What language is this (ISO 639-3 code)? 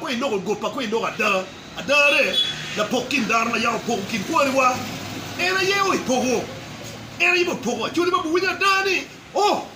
ach